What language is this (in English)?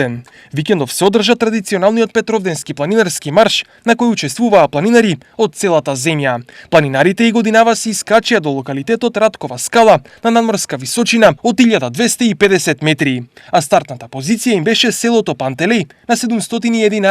Macedonian